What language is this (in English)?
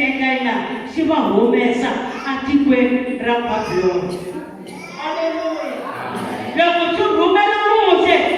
Tsonga